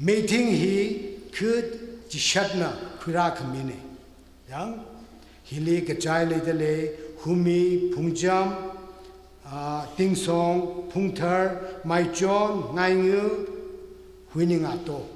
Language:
Tangkhul Naga (India)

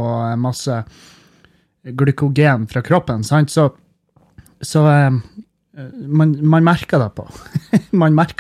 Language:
Norwegian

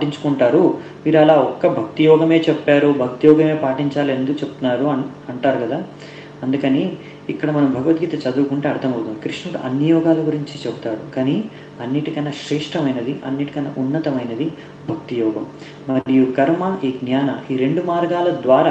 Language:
Telugu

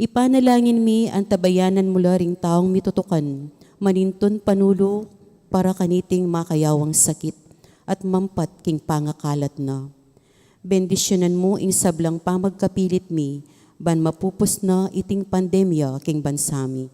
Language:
Pampanga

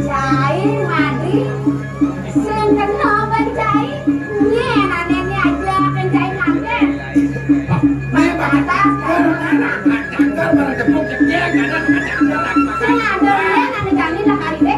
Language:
Balinese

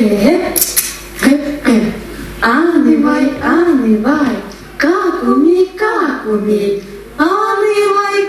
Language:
Yakut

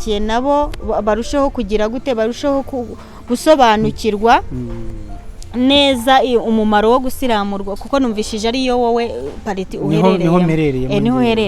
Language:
Kinyarwanda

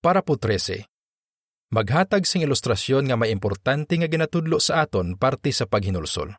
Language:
Hiligaynon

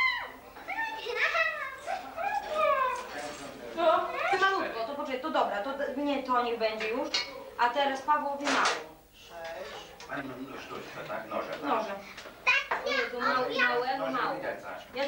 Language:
Polish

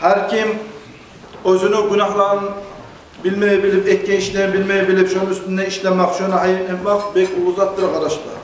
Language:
Kumyk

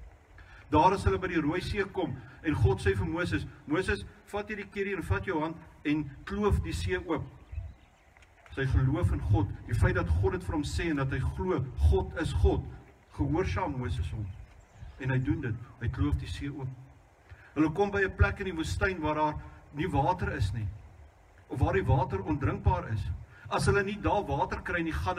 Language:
Afrikaans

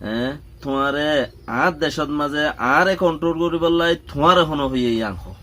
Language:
Rohingya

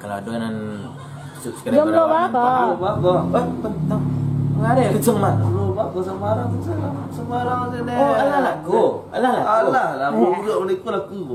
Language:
Minangkabau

